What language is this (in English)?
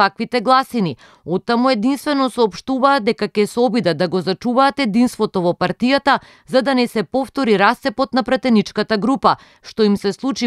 Macedonian